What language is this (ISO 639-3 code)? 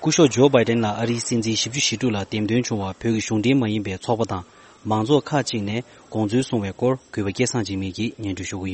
bod